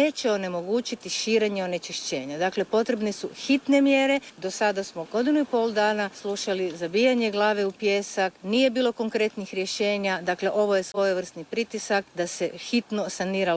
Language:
Croatian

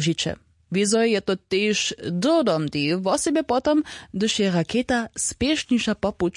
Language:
Upper Sorbian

